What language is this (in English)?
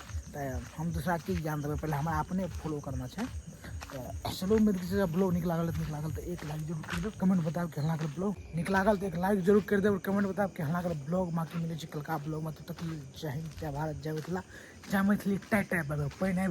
Maithili